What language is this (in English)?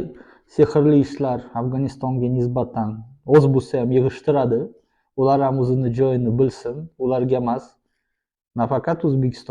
Uzbek